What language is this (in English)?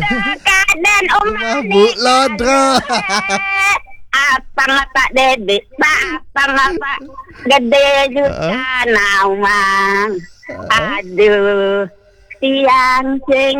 Balinese